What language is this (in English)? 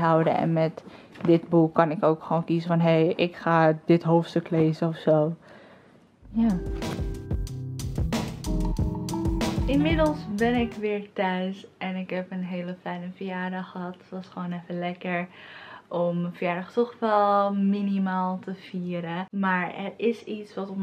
Dutch